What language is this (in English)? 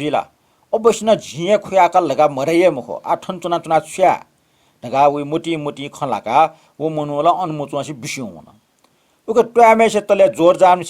Newari